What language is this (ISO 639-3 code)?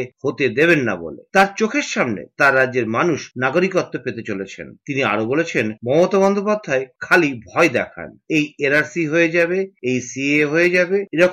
ben